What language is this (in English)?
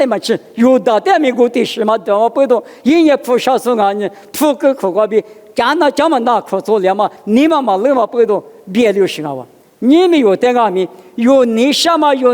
Lisu